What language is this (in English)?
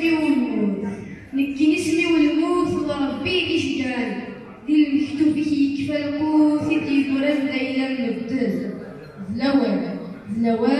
Kabyle